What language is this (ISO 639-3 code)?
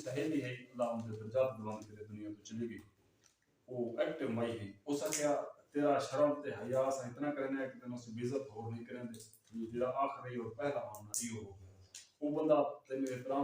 skr